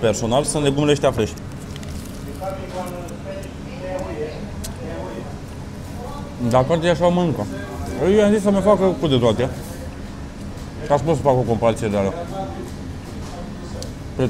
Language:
Romanian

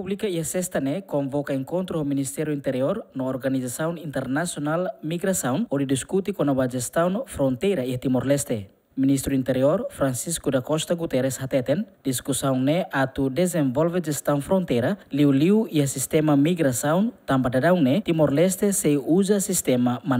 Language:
Tetum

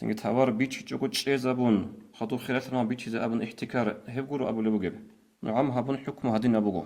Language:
Avaric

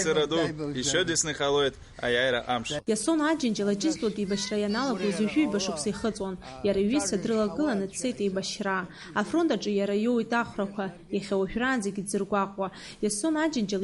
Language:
Abkhazian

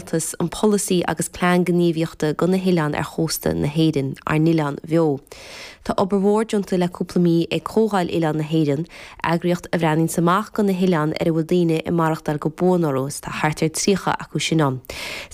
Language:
Irish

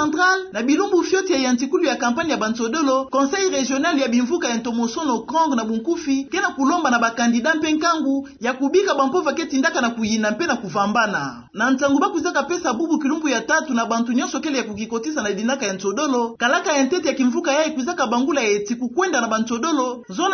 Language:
Kituba (Democratic Republic of Congo)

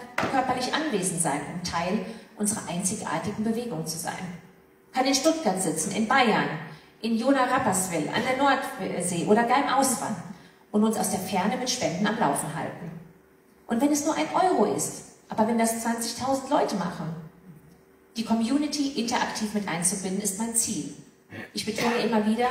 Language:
German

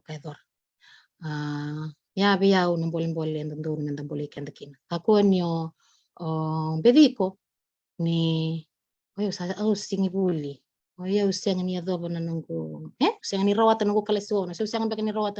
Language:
Fijian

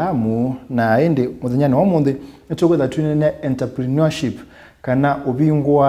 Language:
Kamba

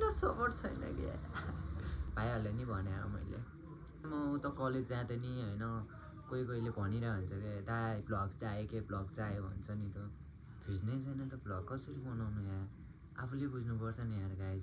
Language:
Nepali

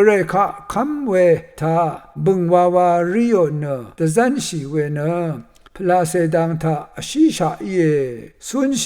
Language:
Rawang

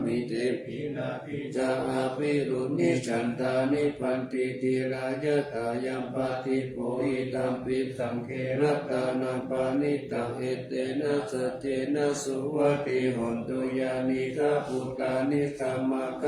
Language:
Pali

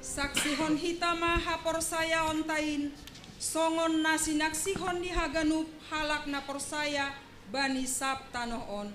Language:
Batak Simalungun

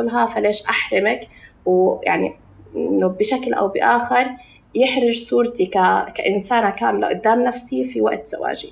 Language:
North Levantine Arabic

